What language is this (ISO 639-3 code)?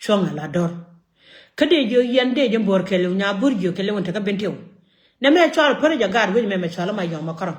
nus